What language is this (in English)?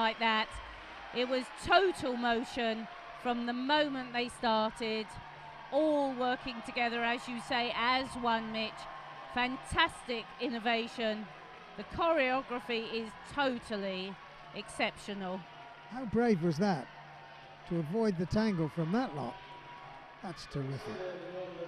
English